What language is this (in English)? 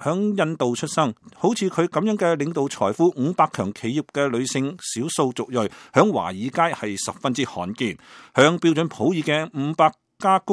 Cantonese